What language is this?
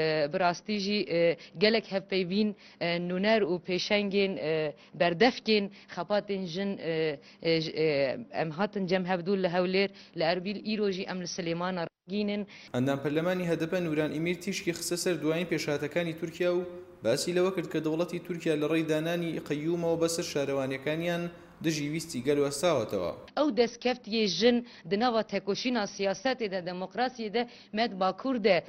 Central Kurdish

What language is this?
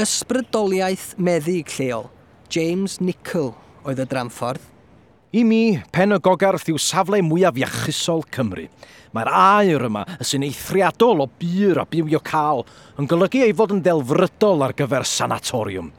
Welsh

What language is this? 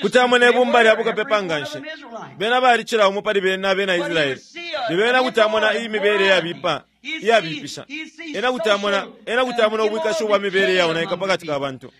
Bemba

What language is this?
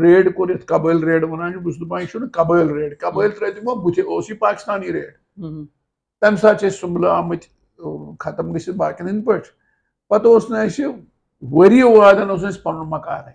Kashmiri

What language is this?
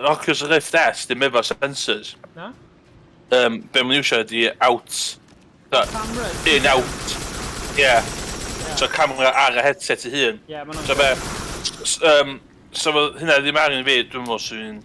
Welsh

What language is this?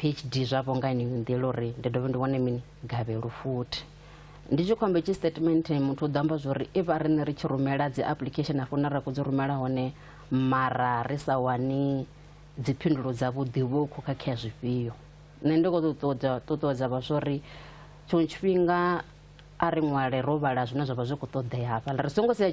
Venda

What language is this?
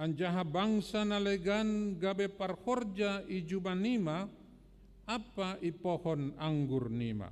Batak Simalungun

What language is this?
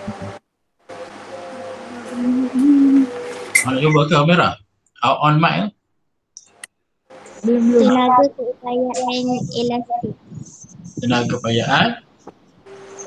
Malay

